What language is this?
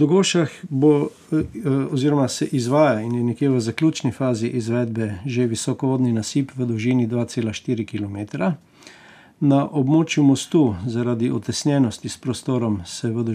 Slovenian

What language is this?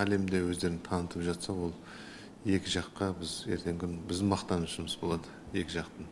Kazakh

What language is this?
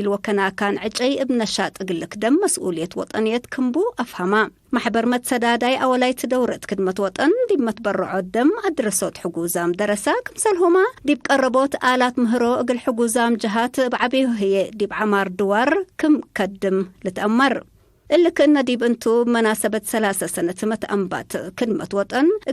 Tigre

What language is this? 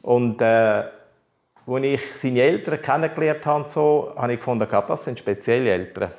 Swiss German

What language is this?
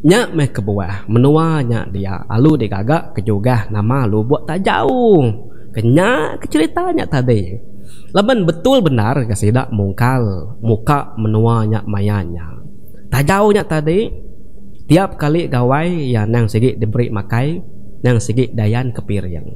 Iban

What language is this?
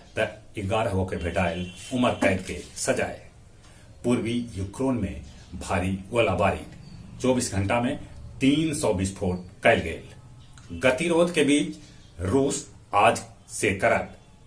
Magahi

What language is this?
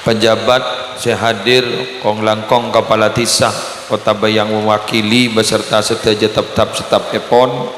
Madurese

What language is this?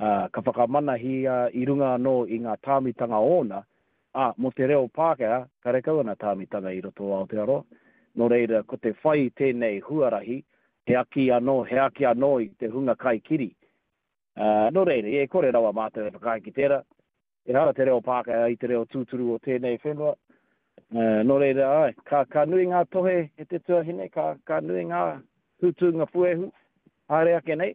Māori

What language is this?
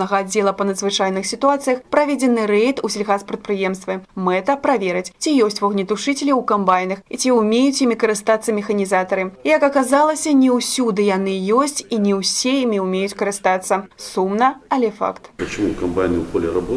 Belarusian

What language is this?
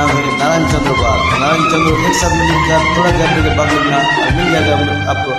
Hindi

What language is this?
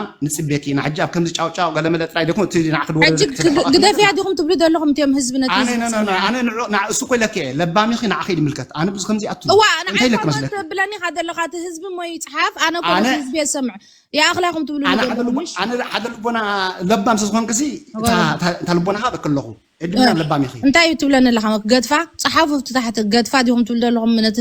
Tigrinya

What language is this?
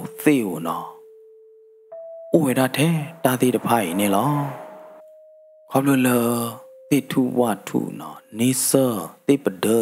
S'gaw Karen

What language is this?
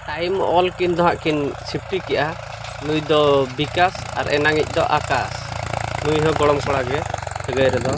Santali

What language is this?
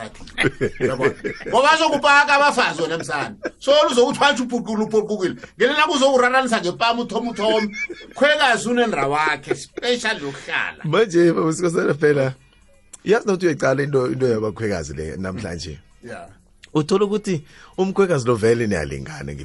South Ndebele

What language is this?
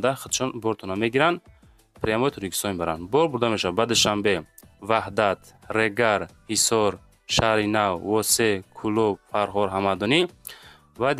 Tajik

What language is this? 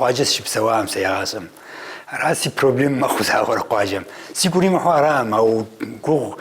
Kabardian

